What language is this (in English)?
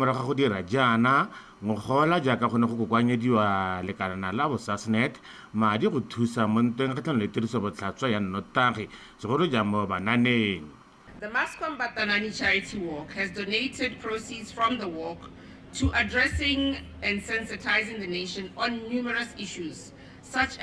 Tswana